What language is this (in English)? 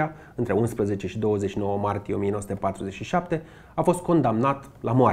Romanian